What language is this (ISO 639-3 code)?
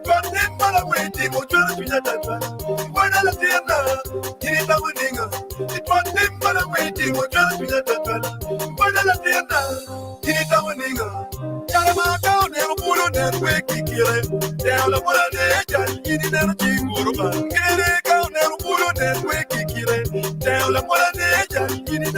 ach